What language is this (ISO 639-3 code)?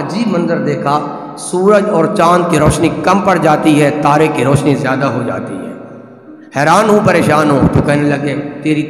urd